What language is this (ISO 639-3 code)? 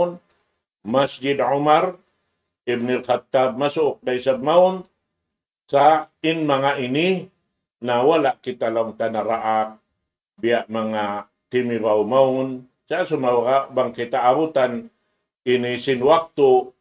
tsg